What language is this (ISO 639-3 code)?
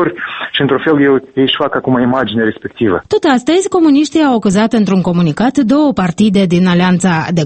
ron